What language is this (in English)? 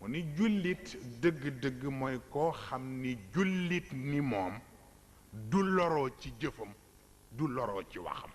Wolof